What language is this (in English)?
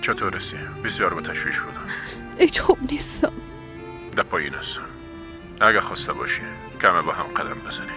Persian